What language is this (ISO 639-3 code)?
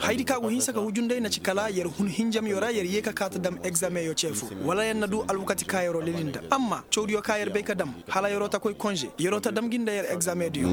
ses